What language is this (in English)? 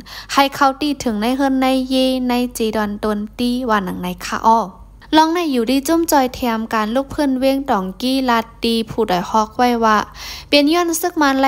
Shan